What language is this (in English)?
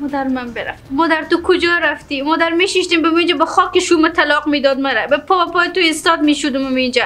Persian